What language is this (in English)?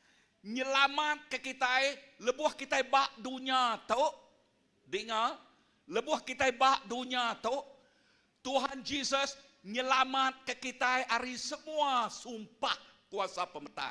Iban